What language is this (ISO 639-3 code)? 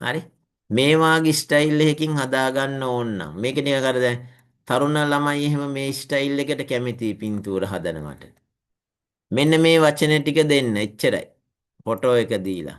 sin